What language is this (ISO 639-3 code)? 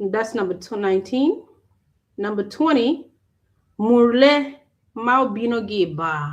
ach